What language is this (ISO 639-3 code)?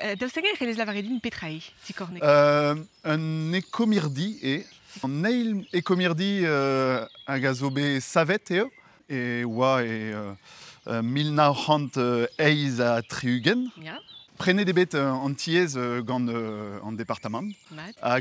bre